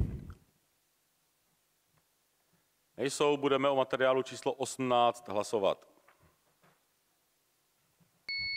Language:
Czech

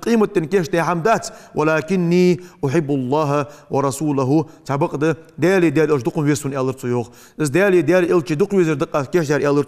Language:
Ingush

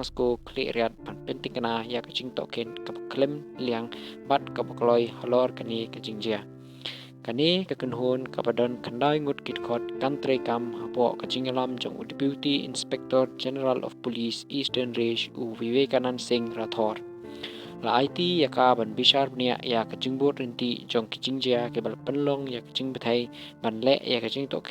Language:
Khasi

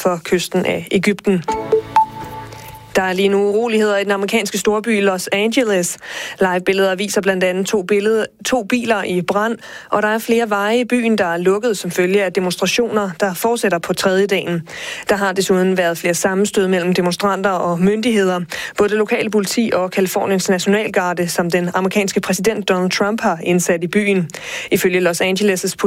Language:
Danish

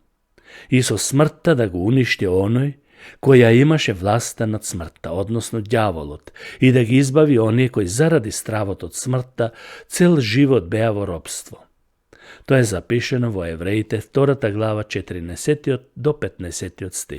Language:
Macedonian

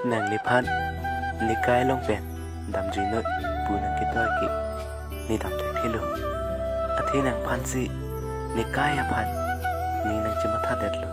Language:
Karbi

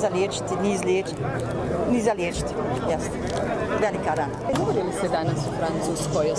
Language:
Bosnian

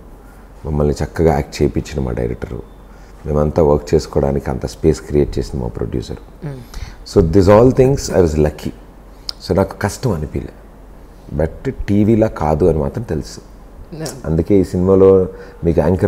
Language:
Telugu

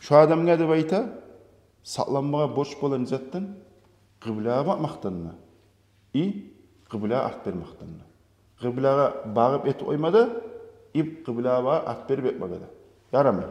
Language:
Kumyk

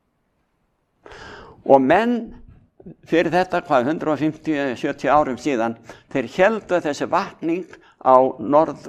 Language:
Icelandic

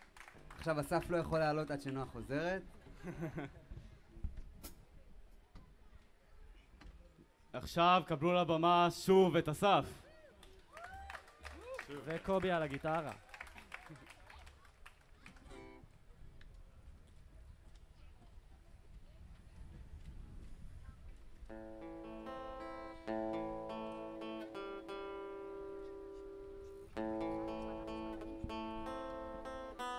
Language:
Hebrew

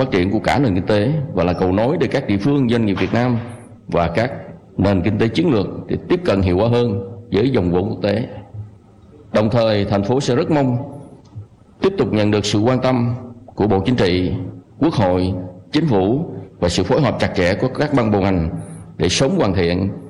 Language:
Vietnamese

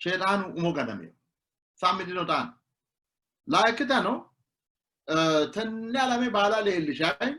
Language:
Sidamo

